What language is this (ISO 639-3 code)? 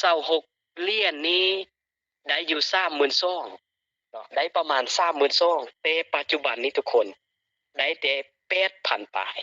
lao